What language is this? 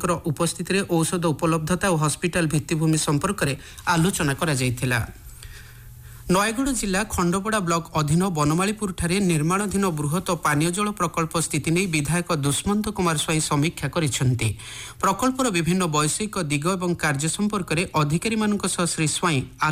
Odia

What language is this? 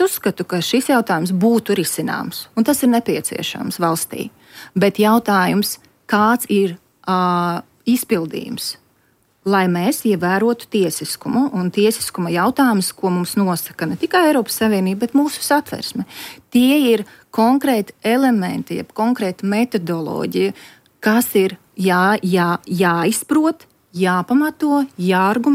Latvian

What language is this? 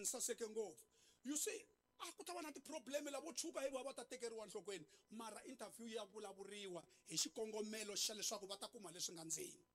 Tsonga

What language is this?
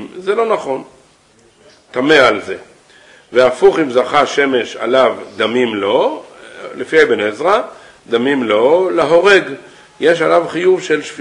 Hebrew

